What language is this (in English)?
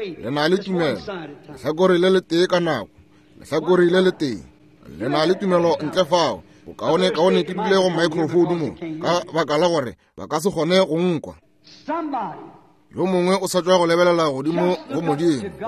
Northern Sotho